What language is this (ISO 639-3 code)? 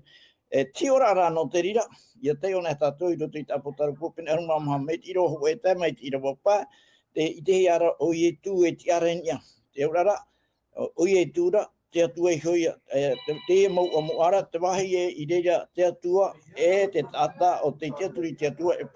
tah